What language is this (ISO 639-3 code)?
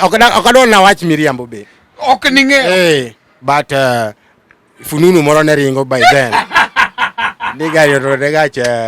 luo